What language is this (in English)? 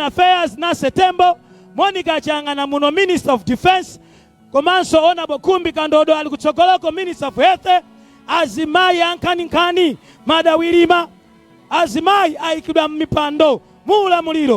Nyanja